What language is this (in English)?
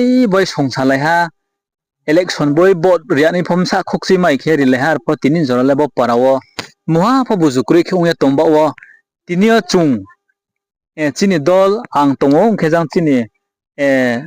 Riang (India)